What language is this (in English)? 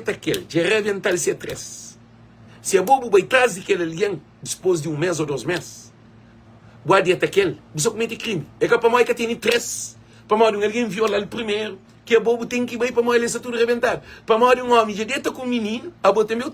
Kabuverdianu